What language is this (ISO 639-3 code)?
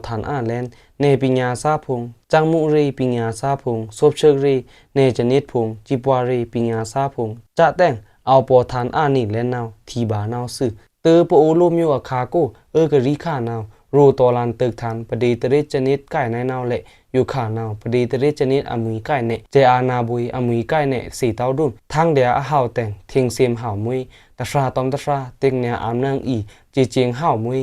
blk